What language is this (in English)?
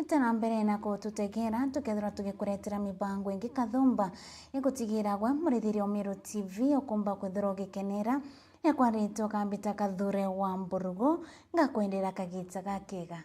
Meru